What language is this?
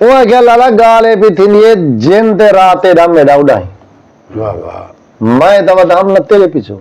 Saraiki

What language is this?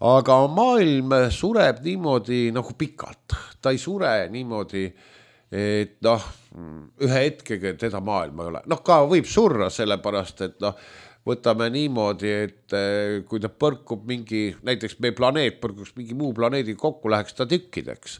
Estonian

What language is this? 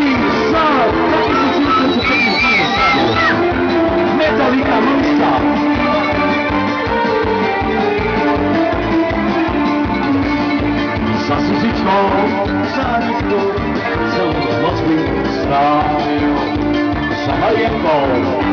Slovak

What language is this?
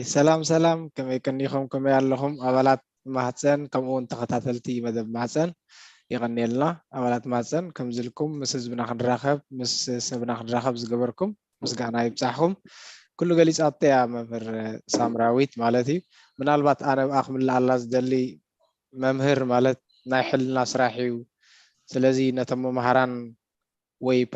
Tigrinya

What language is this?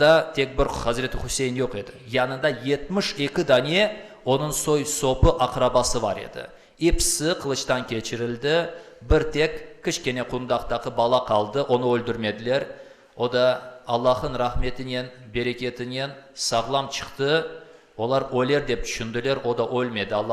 Crimean Tatar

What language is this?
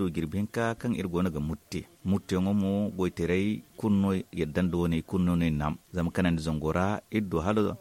Zarma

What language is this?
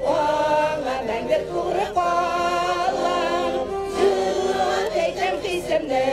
Bashkir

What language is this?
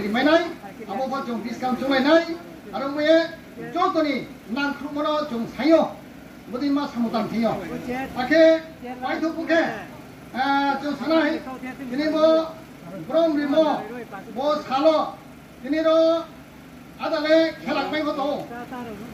Riang (India)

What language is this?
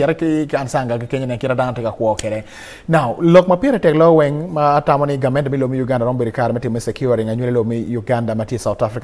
Acoli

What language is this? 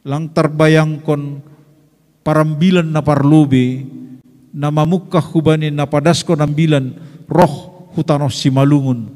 Batak Simalungun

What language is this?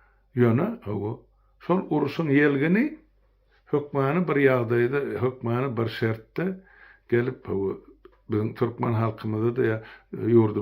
Turkmen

